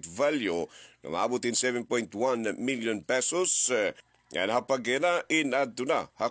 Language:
Waray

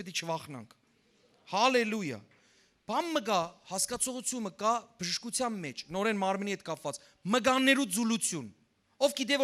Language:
Western Armenian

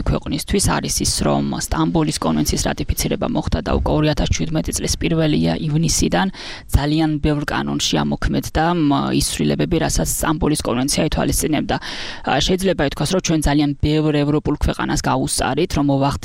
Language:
Georgian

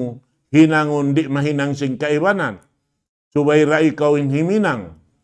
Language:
Tausug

